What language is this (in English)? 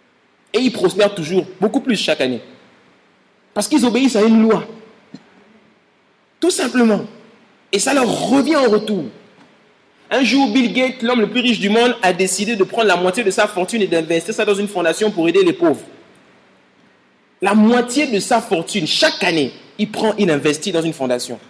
French